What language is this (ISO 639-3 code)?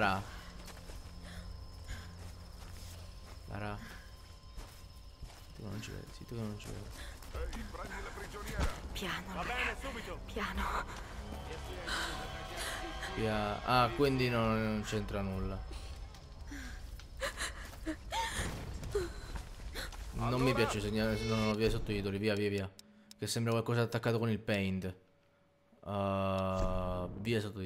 ita